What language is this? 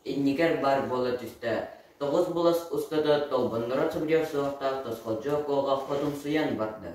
Yakut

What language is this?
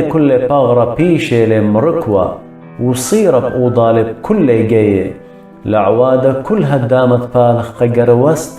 Assyrian Neo-Aramaic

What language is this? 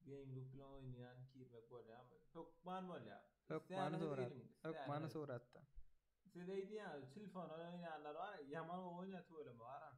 Turkmen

